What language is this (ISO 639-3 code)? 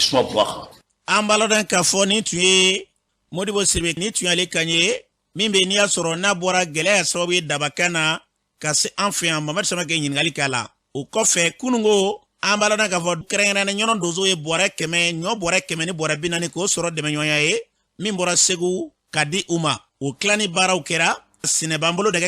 bam